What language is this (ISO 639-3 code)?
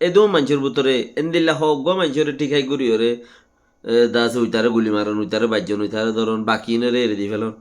rhg